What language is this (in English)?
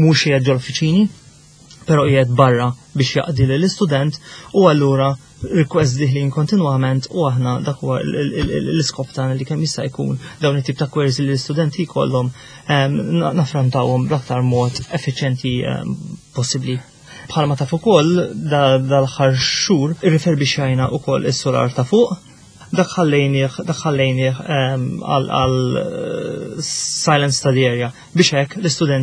Maltese